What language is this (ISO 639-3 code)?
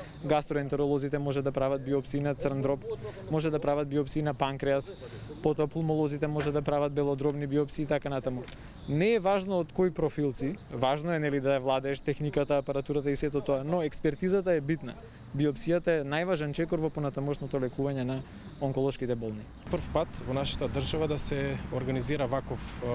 mkd